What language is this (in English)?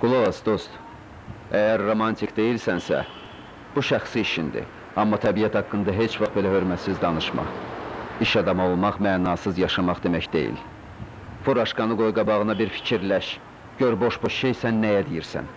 Azerbaijani